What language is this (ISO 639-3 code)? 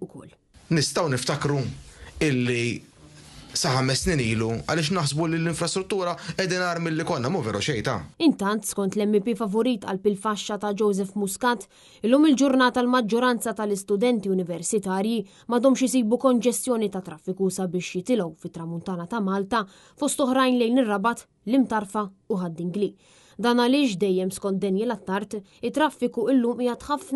mlt